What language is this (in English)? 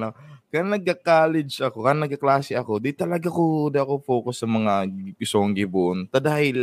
Bikol